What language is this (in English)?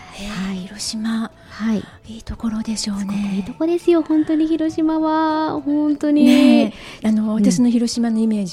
Japanese